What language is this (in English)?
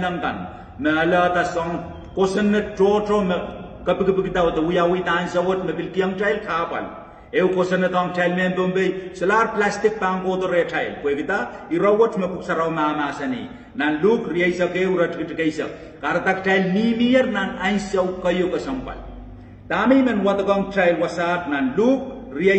Pohnpeian